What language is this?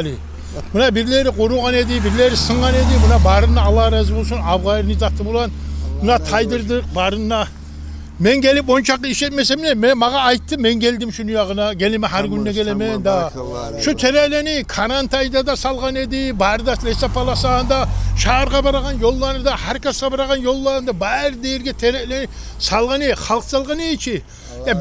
Kumyk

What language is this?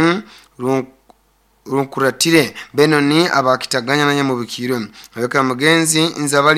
Nyoro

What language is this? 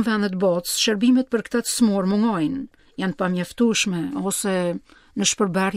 Albanian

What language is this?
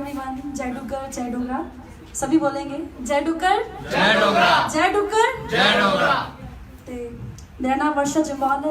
Dogri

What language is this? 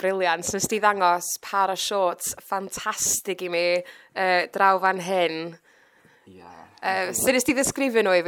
Welsh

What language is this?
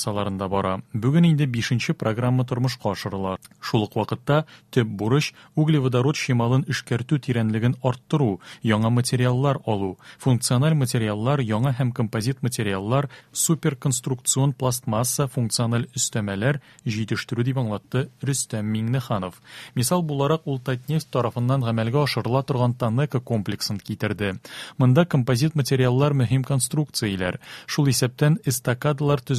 Tatar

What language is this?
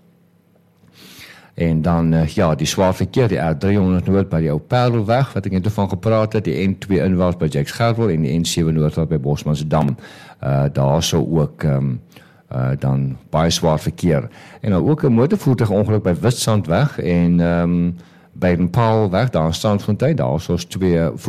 Afrikaans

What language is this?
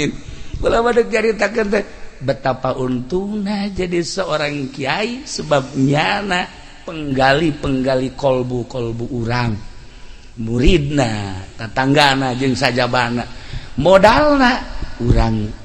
Sundanese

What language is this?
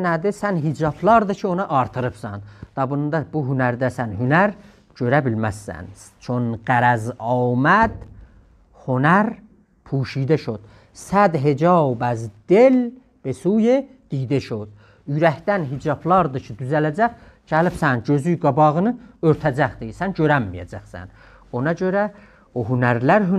South Azerbaijani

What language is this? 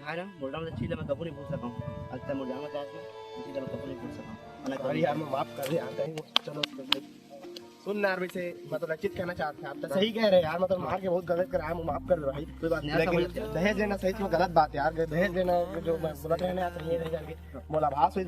Chhattisgarhi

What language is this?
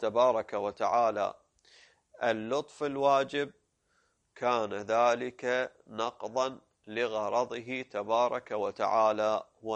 Arabic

